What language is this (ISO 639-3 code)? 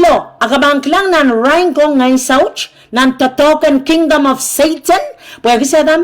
pon